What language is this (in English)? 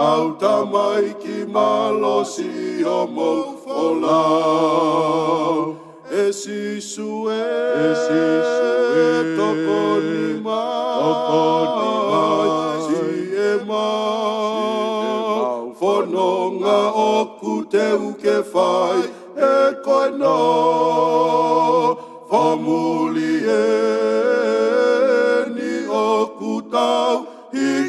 Tongan